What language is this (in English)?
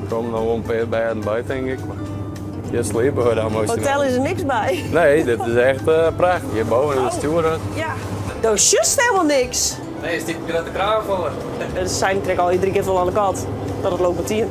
Western Frisian